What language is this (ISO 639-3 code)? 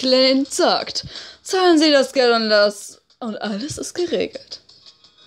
deu